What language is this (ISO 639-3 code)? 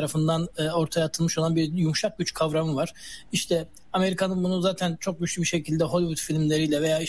tur